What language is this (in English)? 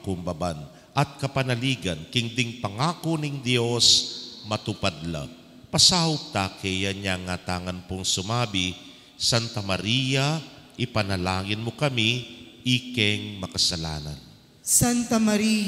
Pampanga